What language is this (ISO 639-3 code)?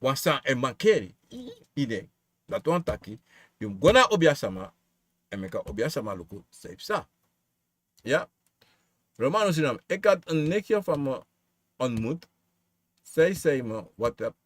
srn